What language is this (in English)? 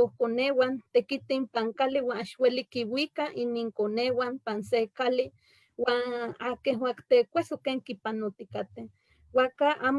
Eastern Huasteca Nahuatl